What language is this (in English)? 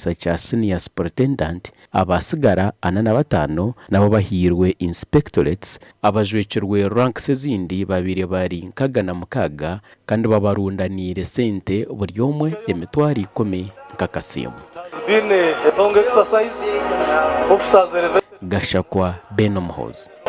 Nyankole